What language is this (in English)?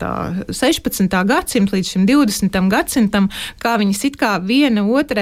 Latvian